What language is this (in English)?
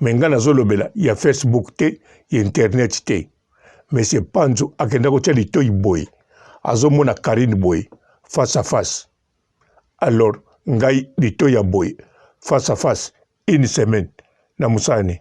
Lingala